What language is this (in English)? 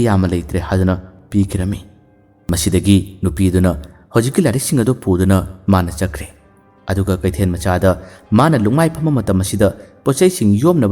Manipuri